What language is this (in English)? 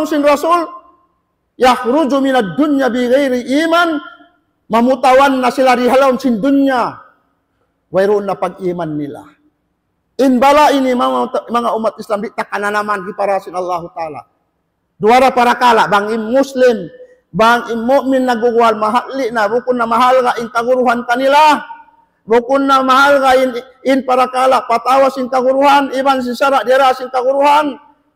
Tausug